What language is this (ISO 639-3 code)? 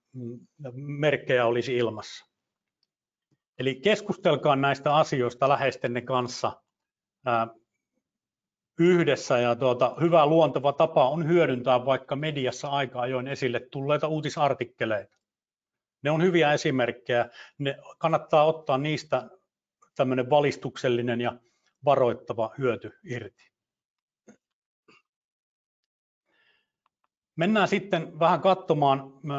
fin